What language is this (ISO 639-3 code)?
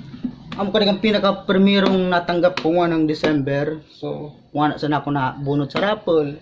bik